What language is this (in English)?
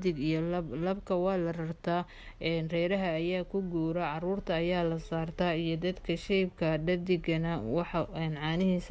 Somali